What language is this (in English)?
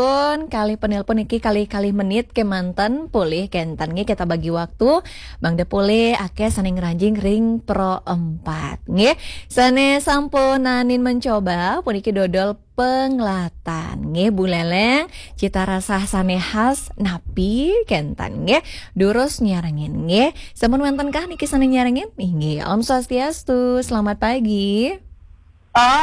Balinese